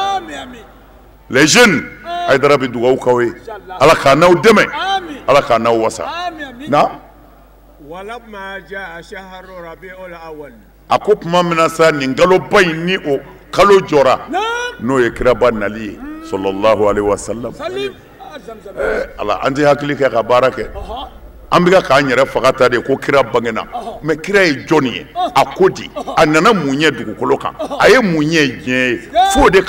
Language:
Bambara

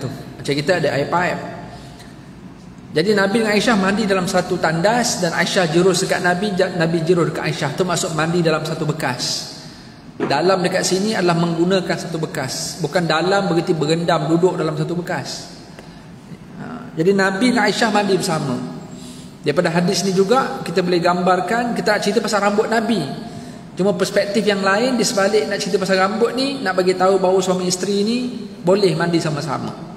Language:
Malay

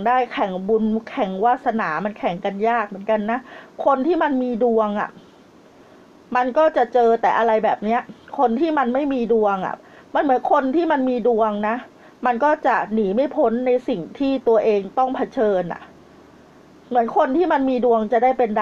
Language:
Thai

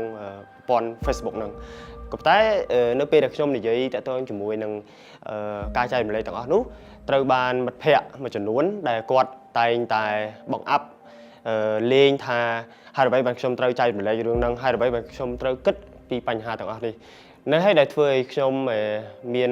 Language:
Khmer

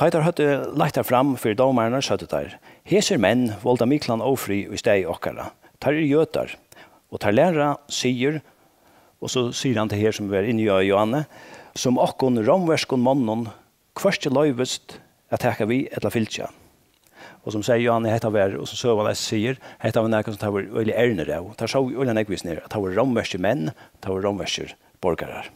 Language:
Faroese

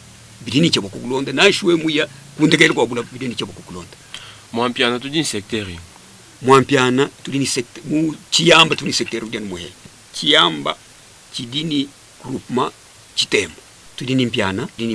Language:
Luba-Lulua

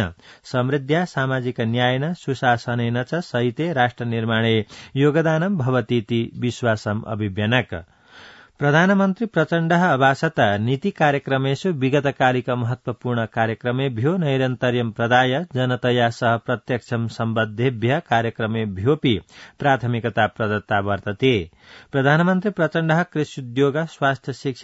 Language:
Sanskrit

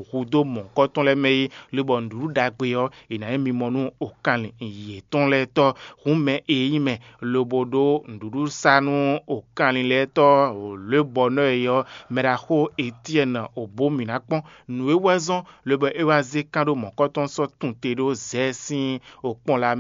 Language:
Fon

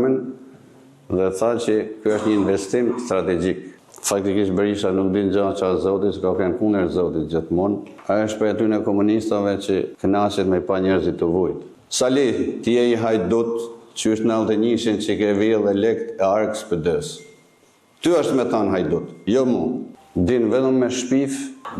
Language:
Albanian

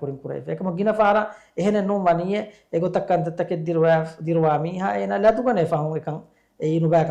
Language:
Divehi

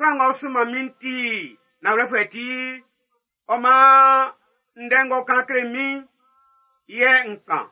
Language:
Baoulé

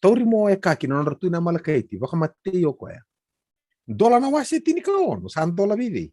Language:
Fijian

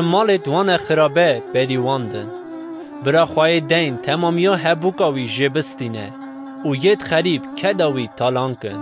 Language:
Kurdish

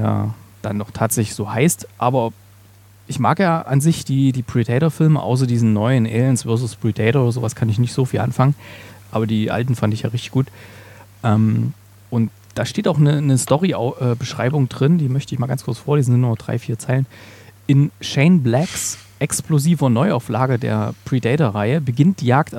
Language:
German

